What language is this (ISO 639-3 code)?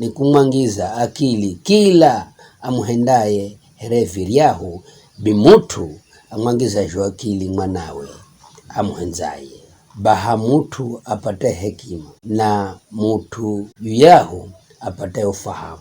nyf